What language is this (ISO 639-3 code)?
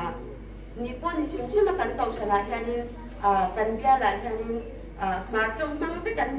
hmr